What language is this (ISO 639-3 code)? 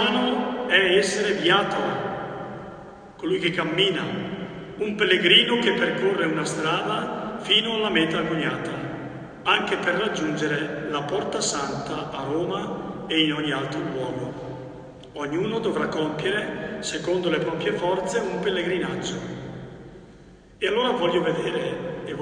ita